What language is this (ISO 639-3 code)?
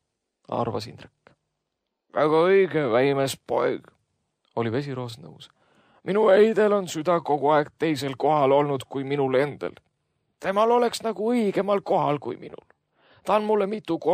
est